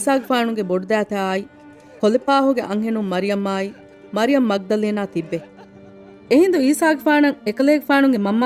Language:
Divehi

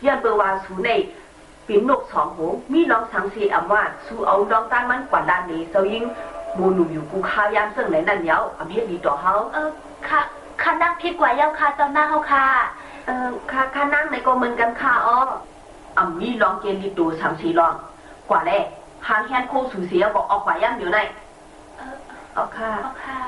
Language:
Shan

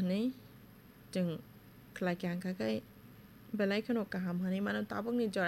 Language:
Kok Borok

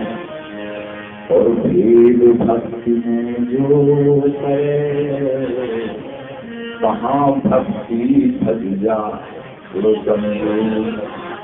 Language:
Hindi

